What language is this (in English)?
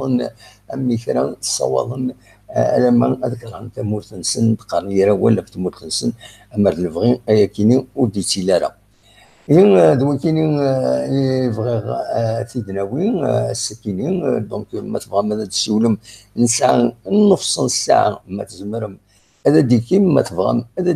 Kabyle